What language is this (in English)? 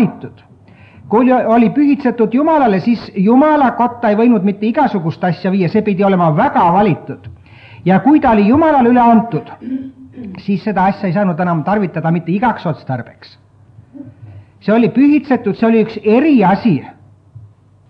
Estonian